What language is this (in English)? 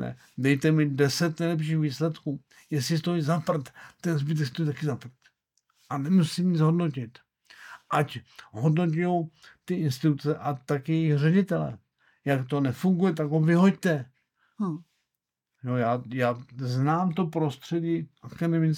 Czech